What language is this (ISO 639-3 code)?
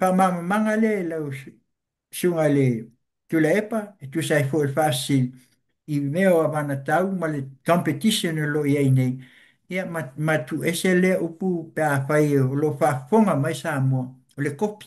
smo